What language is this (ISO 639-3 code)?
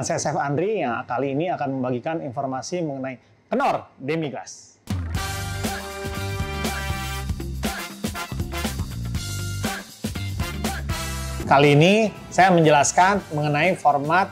ind